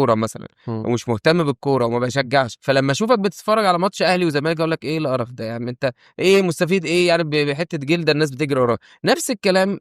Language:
Egyptian Arabic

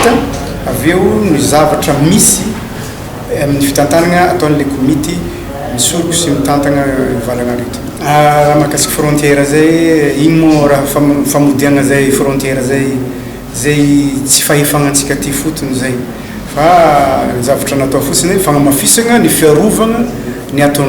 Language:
Malagasy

